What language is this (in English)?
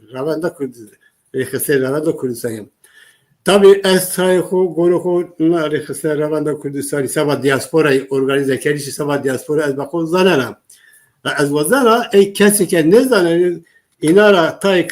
Zaza